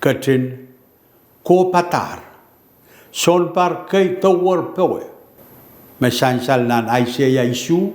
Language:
Pohnpeian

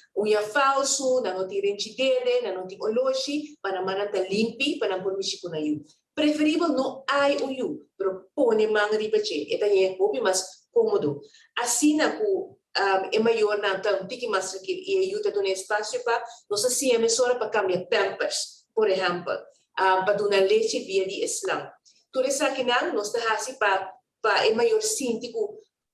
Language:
Papiamento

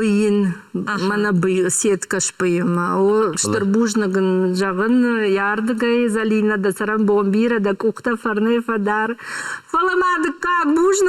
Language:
Ossetic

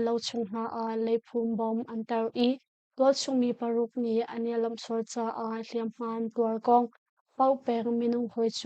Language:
Hakha Chin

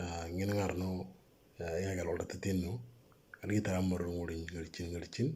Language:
Moro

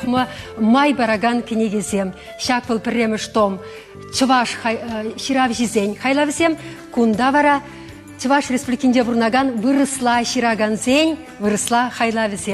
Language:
Chuvash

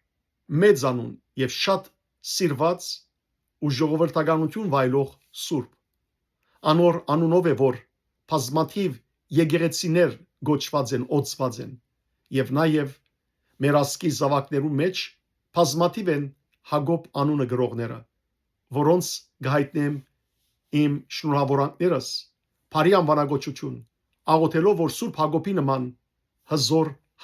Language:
Western Armenian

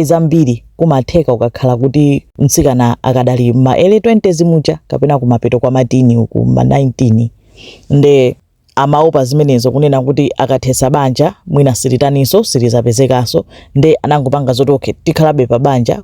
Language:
Nyanja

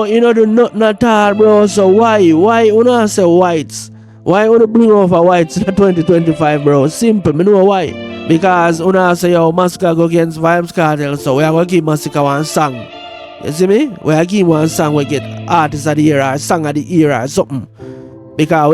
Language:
Jamaican Creole English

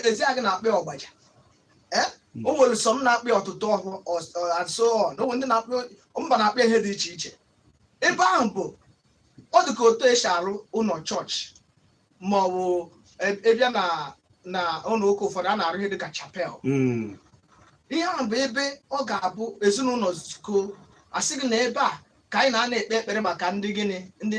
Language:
Igbo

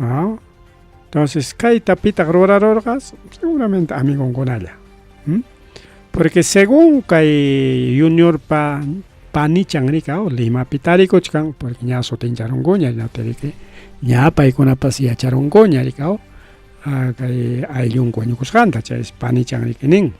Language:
Ayacucho Quechua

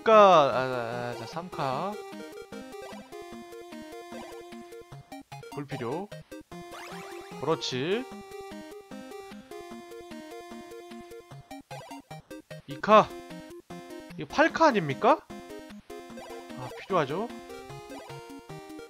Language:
Korean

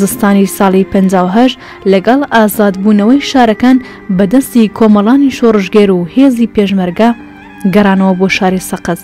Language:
Central Kurdish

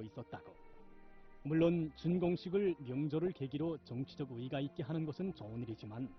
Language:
Korean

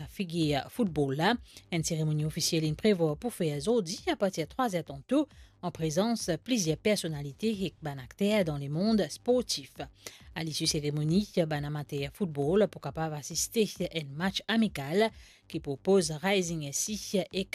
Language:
Morisyen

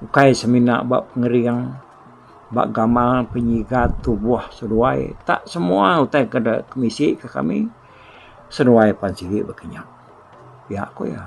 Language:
Iban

